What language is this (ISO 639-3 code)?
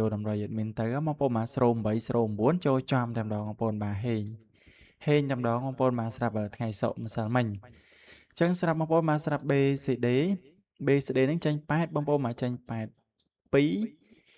khm